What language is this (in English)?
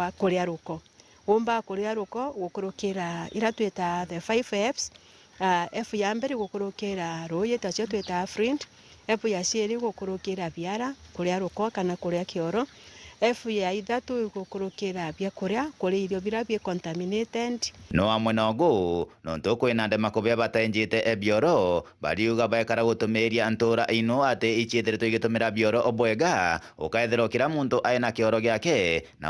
Meru